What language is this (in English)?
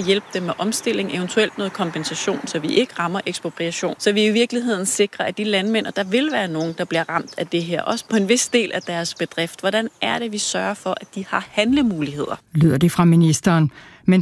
Danish